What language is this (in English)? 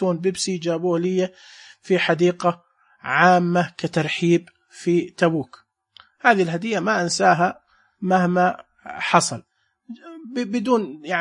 Najdi Arabic